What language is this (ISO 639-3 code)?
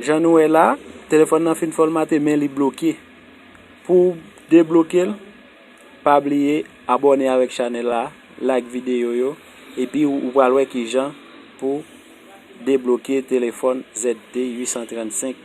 hat